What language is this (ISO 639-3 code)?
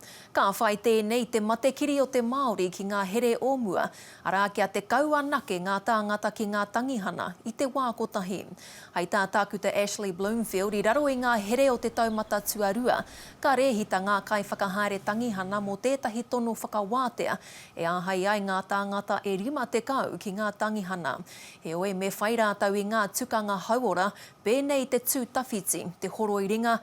mri